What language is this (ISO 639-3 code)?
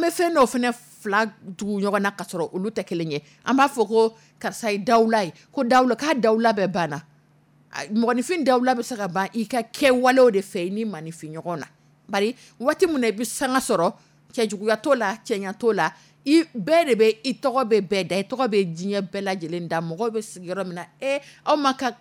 dyu